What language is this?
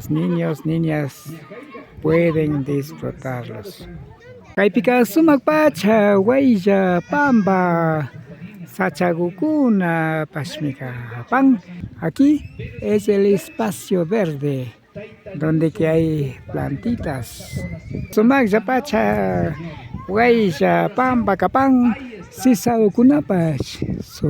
Imbabura Highland Quichua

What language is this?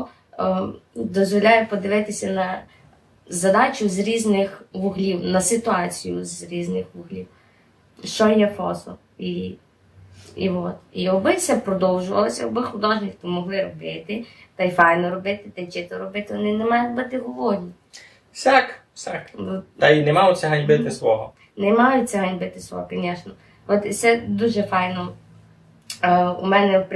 Rusyn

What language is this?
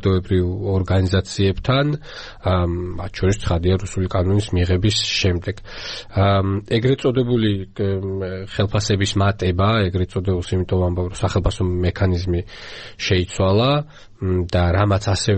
Georgian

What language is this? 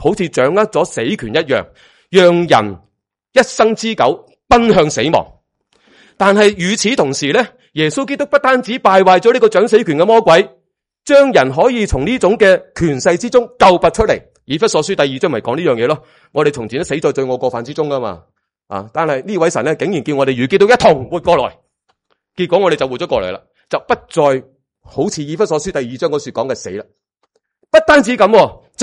Cantonese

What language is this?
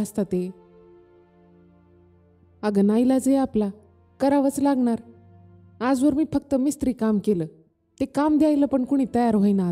Marathi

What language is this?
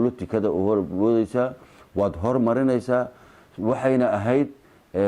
Somali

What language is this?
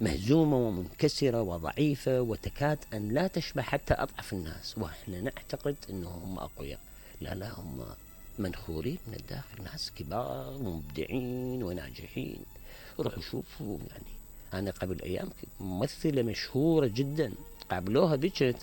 Mesopotamian Arabic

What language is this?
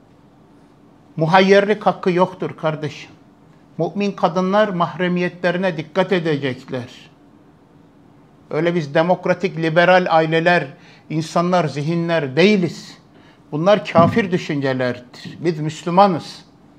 Turkish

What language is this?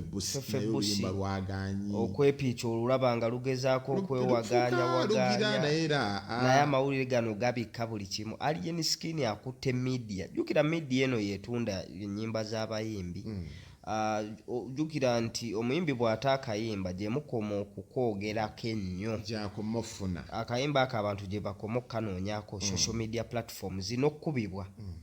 Ganda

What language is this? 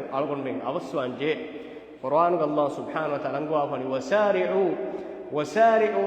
Divehi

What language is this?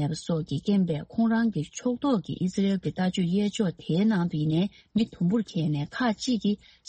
Tibetan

